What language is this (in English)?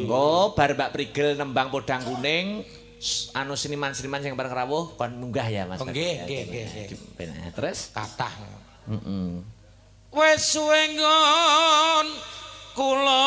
Javanese